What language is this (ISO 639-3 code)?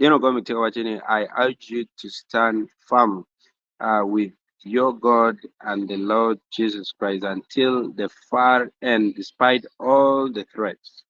ach